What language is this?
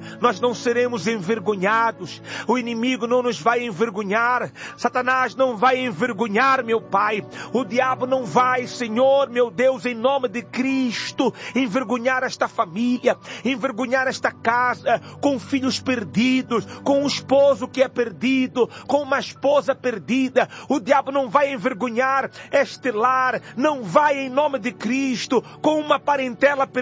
Portuguese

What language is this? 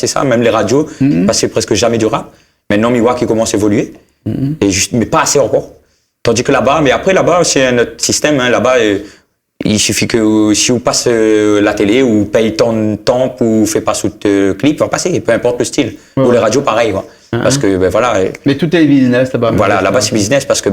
Réunion Creole French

